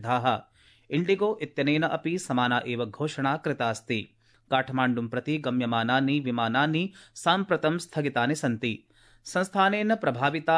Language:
Sanskrit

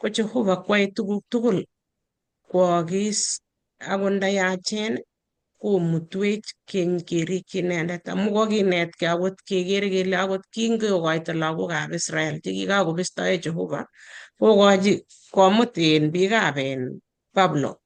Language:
Kalenjin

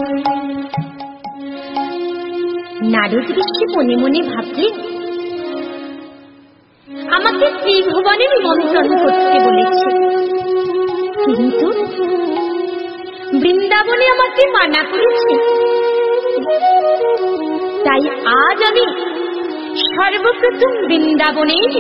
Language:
Bangla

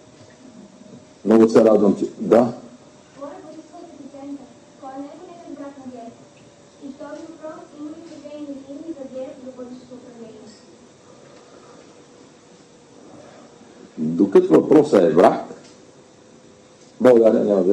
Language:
Bulgarian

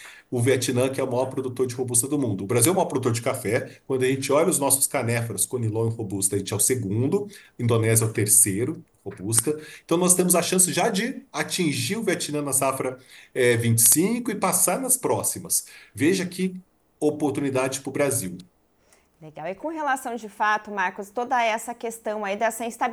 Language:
Portuguese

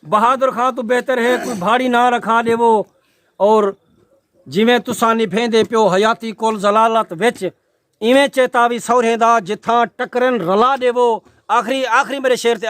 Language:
Saraiki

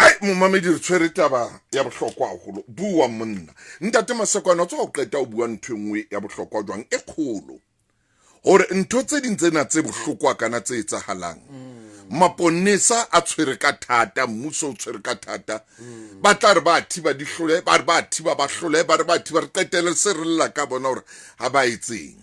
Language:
Southern Sotho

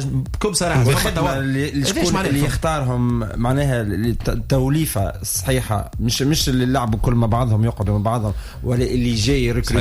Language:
Tunisian Arabic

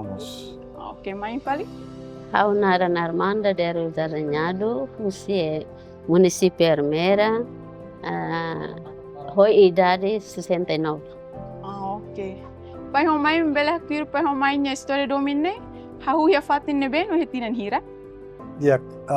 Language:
Tetum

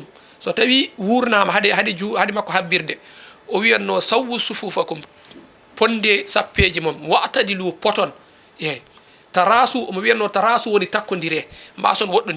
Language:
Fula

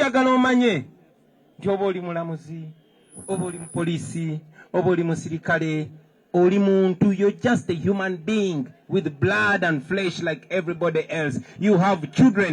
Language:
Ganda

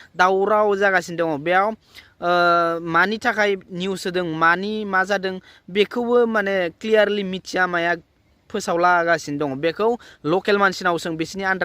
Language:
Bodo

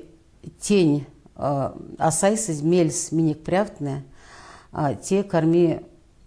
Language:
Erzya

